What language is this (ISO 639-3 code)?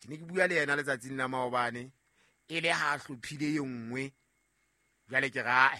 sot